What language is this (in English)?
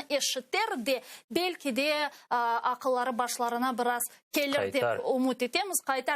Crimean Tatar